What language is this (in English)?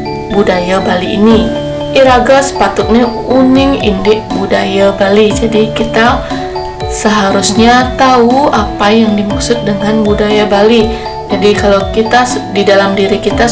Balinese